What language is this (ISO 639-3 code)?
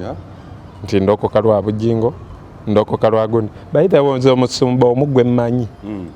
lug